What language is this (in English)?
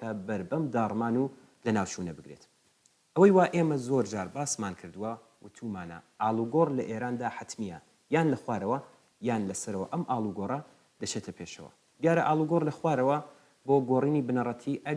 Central Kurdish